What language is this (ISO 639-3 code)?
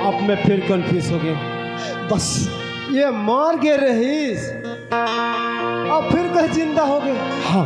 hne